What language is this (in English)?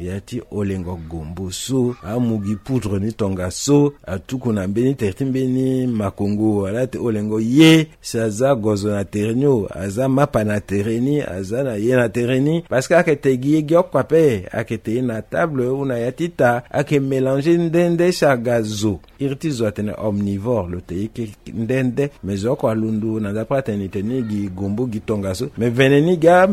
Sango